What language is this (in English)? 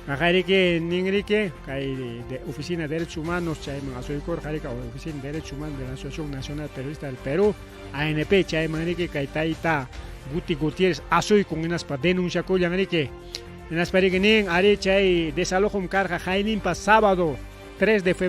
Ayacucho Quechua